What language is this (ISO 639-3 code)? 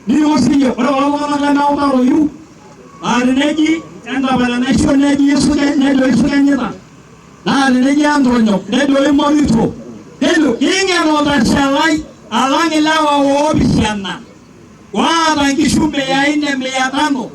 mas